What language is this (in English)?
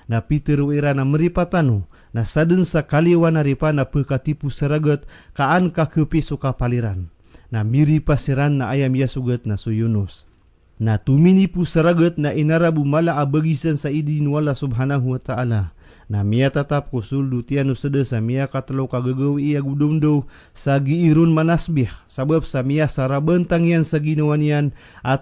Maranao